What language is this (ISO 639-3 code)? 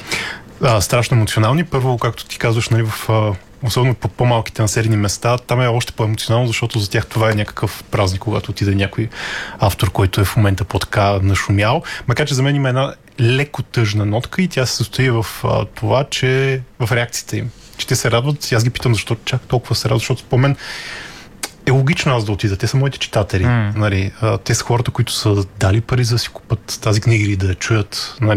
bul